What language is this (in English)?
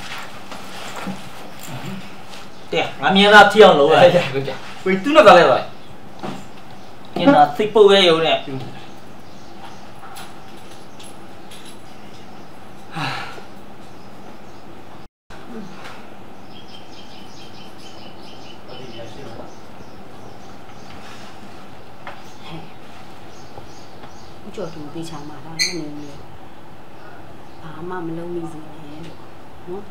Burmese